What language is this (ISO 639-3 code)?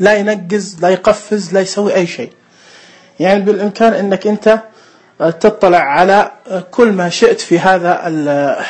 ars